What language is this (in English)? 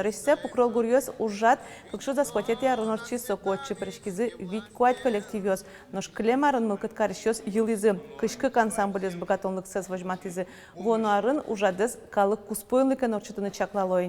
Udmurt